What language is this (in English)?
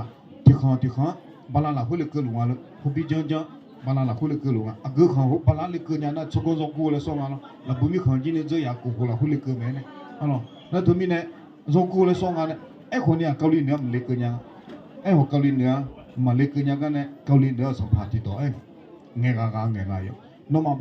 Akha